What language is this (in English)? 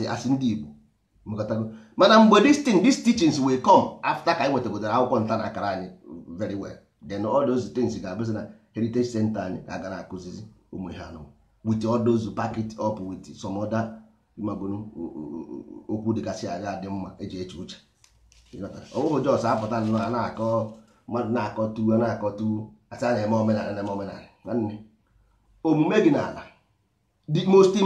Igbo